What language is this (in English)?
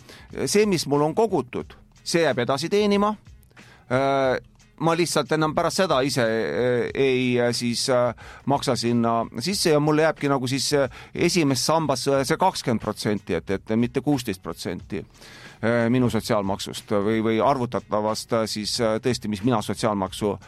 Estonian